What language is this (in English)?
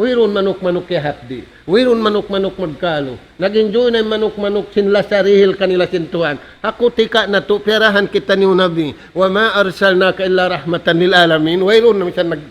Tausug